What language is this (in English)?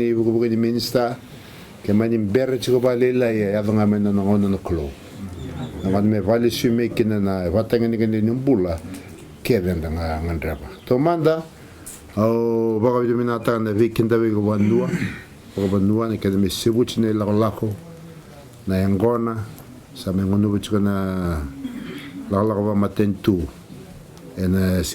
Fijian